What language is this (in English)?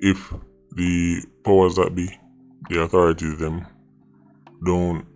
Jamaican Creole English